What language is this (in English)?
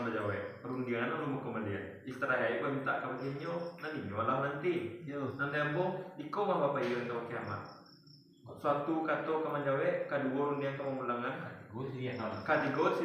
Minangkabau